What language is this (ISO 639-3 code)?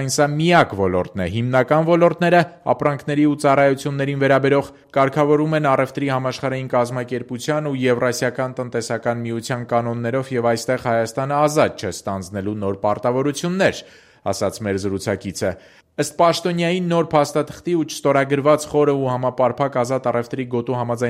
hye